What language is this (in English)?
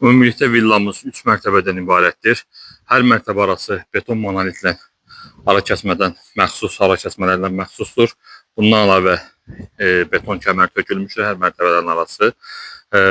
Azerbaijani